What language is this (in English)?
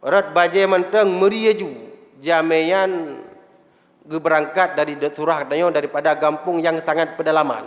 Achinese